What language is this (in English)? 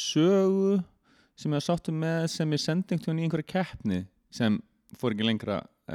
Icelandic